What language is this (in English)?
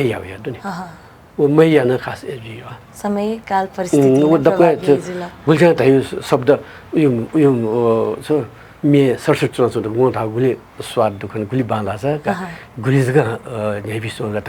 Newari